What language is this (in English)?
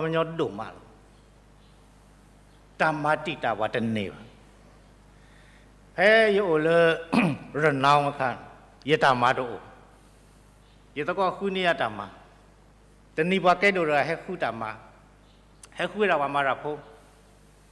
S'gaw Karen